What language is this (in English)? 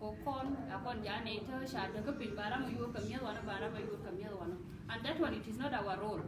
Nuer